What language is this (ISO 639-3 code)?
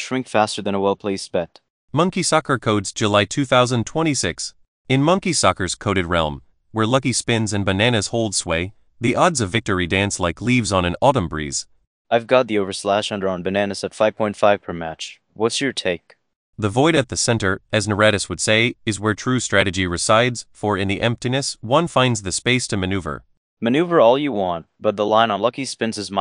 eng